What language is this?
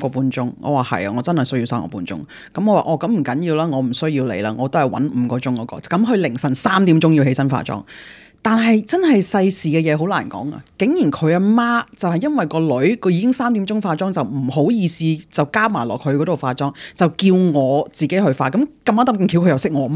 Cantonese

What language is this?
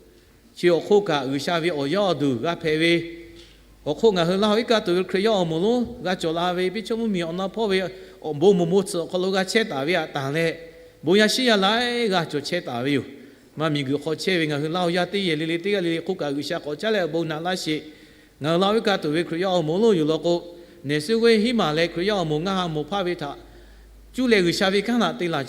Lahu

